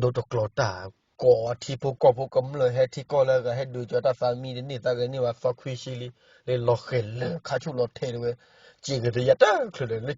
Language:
S'gaw Karen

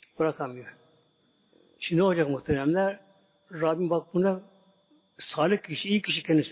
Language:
Turkish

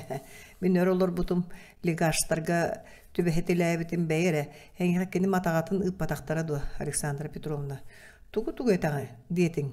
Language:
Yakut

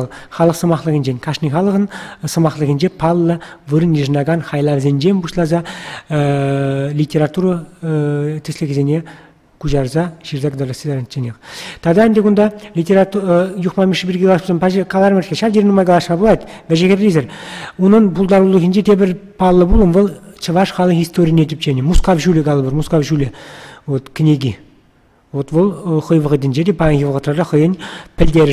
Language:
Chuvash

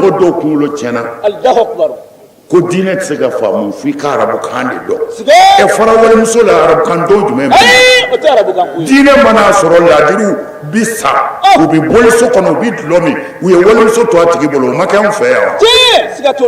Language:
Bambara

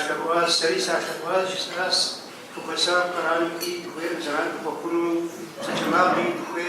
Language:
Kabardian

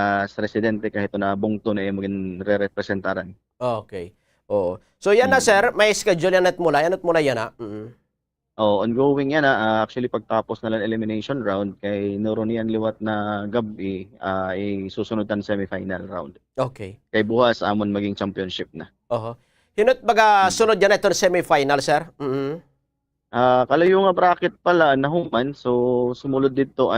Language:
Waray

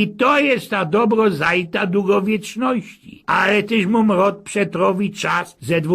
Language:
Silesian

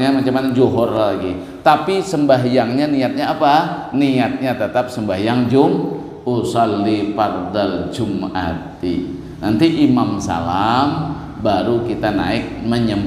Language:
Banjar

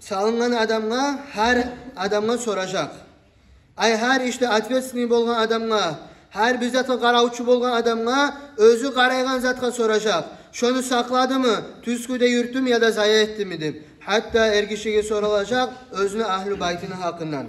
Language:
Kumyk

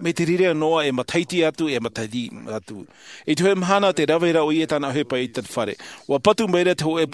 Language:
Tahitian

